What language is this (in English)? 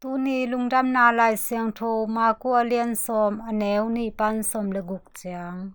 Tedim Chin